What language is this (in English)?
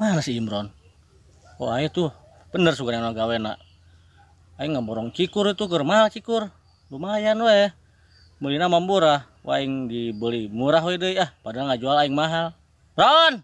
Sundanese